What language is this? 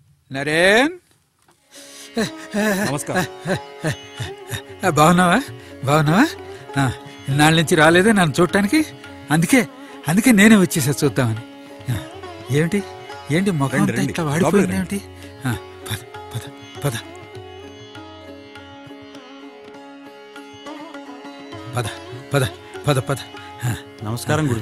Telugu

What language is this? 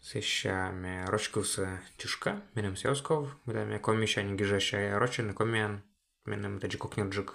Komi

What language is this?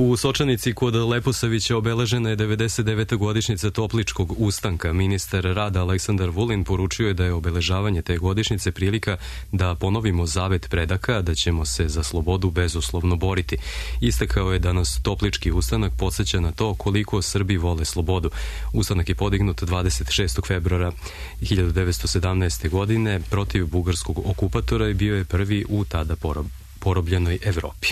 Serbian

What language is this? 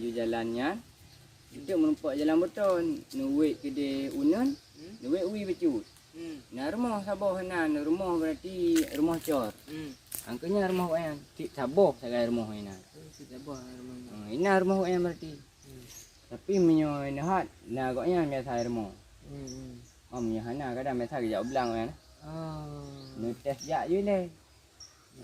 Achinese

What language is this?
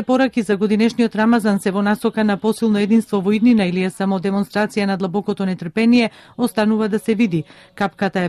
Macedonian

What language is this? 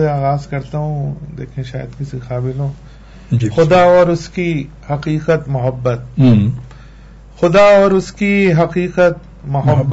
Urdu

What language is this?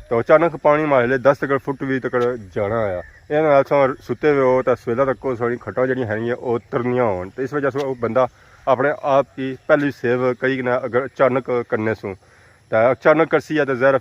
Pahari-Potwari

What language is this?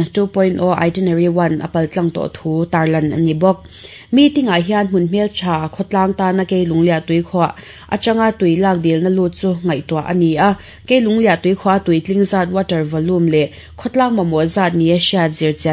Mizo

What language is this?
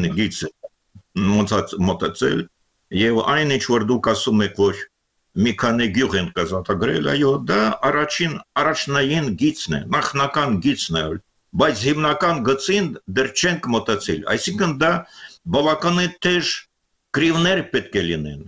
Armenian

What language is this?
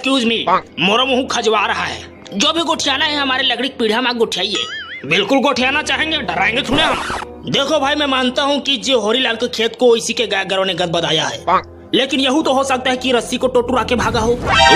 Chhattisgarhi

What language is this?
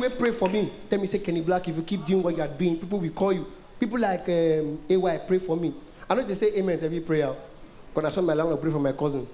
Nigerian Pidgin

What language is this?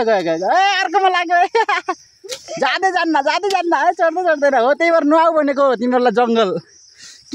Nepali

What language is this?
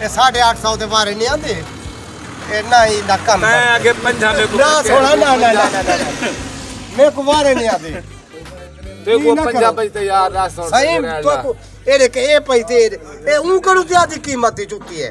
Saraiki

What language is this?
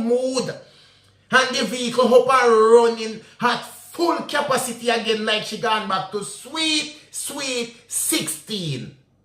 Jamaican Creole English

